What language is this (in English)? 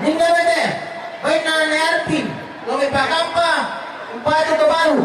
Toraja-Sa'dan